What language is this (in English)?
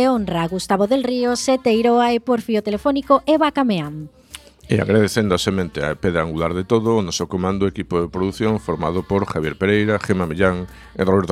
Galician